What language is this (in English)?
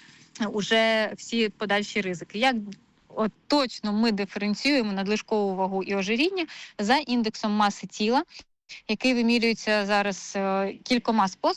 Ukrainian